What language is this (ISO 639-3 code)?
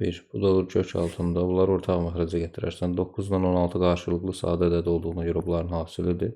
aze